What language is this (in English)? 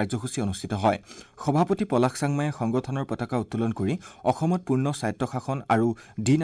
Assamese